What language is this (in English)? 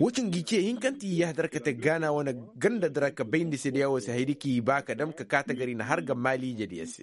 Koyraboro Senni